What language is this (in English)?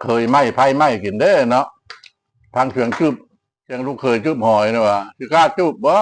Lao